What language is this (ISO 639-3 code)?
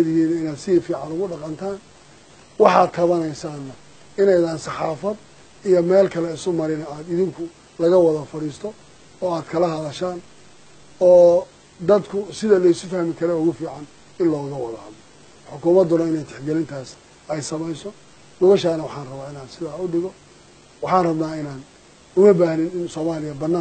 som